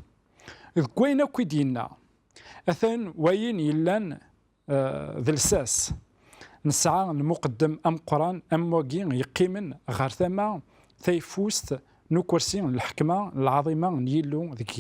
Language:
Kabyle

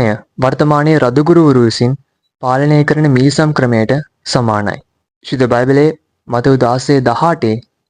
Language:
Sinhala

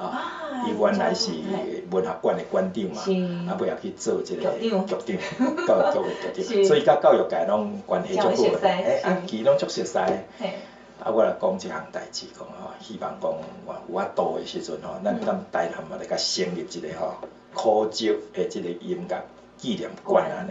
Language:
Min Nan Chinese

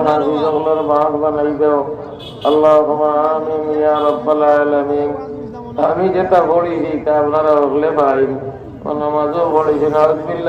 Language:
Sylheti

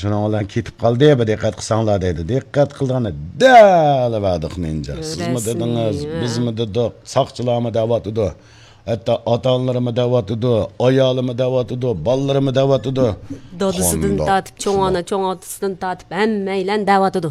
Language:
Uyghur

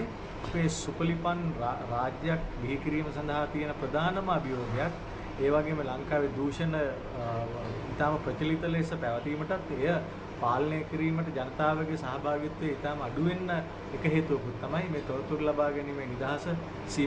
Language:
Sinhala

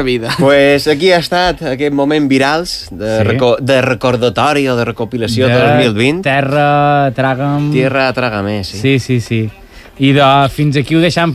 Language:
Catalan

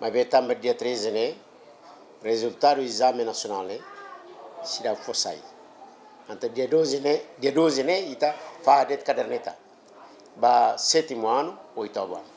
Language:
Tetum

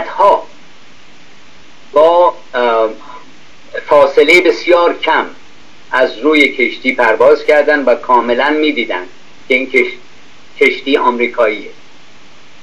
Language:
Persian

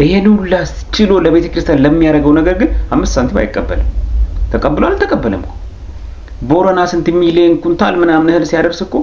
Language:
Amharic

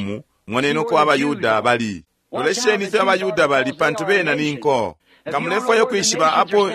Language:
Bemba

